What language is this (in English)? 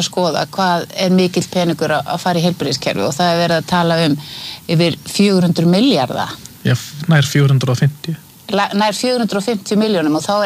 Icelandic